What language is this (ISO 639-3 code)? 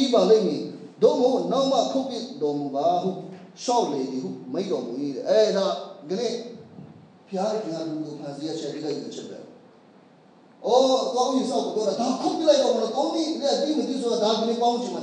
mya